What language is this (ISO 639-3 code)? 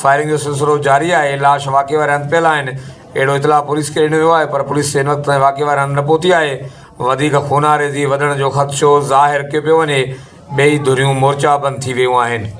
snd